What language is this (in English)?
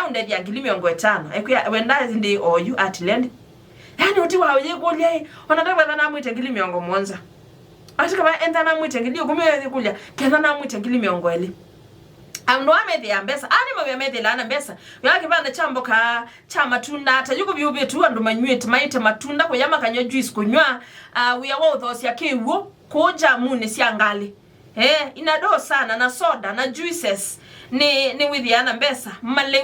Kamba